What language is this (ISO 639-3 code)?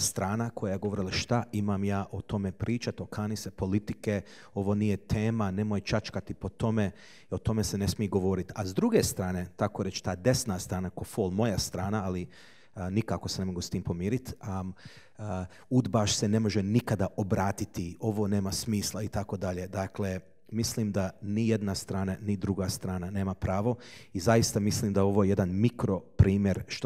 hrv